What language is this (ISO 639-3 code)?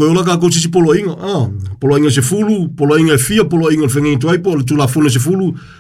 smo